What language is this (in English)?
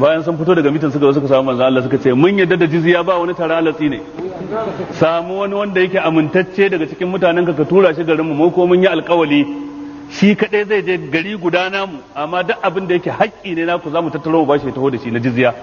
Hausa